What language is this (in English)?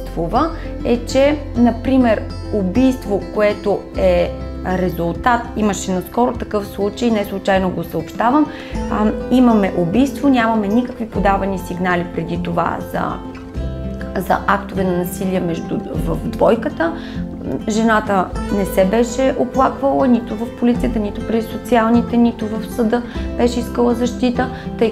Bulgarian